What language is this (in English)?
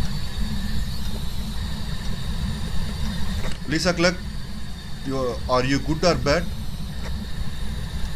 Tamil